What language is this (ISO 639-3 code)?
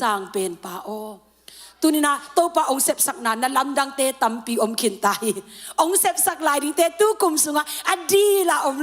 ctd